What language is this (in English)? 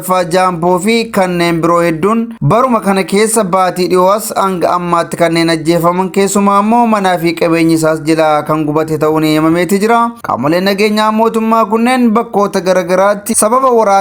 Oromo